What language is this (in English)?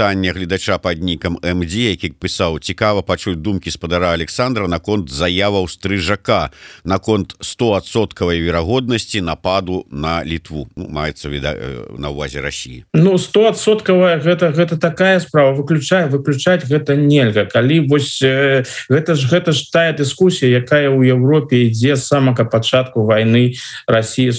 Belarusian